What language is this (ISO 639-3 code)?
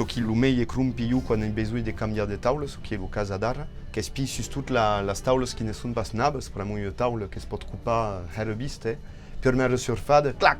oci